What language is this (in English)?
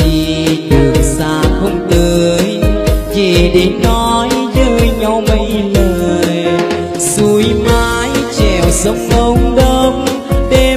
Vietnamese